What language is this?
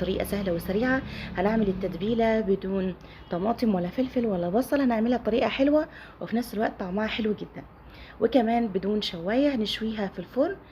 Egyptian Arabic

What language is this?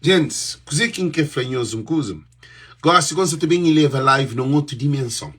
Kabuverdianu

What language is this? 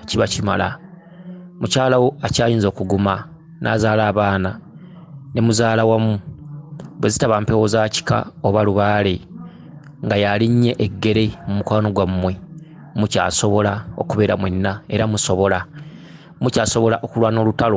Ganda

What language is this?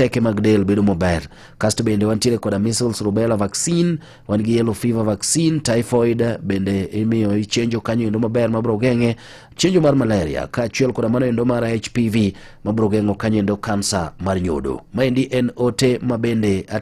Luo (Kenya and Tanzania)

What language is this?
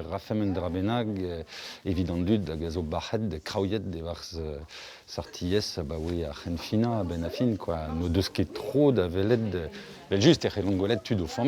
Breton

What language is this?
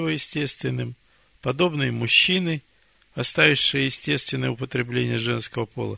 Russian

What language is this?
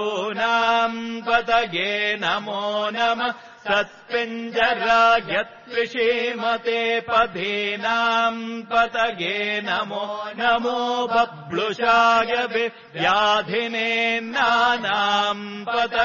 Sanskrit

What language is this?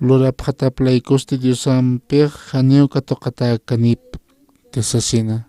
Aymara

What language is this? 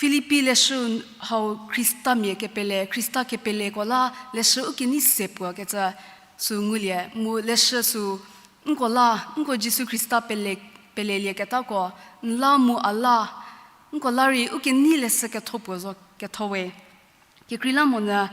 Angami Naga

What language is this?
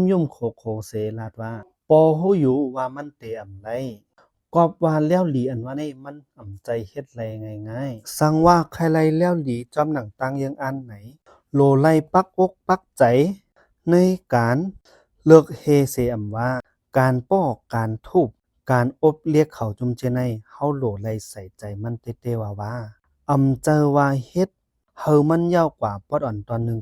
Shan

